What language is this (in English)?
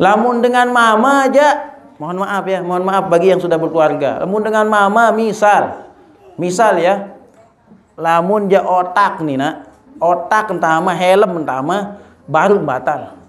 Sasak